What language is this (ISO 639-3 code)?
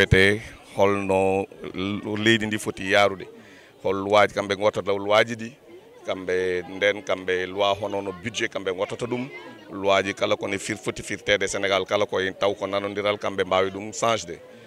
ful